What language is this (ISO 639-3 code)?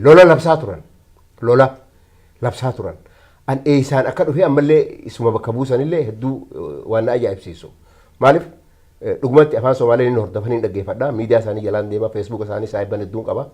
orm